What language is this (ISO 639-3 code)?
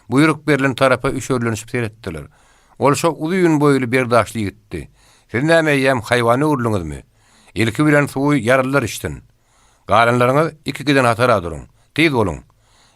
tuk